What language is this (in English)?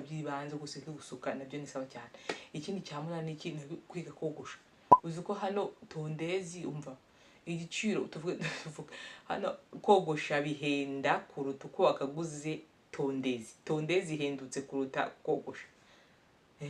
Kinyarwanda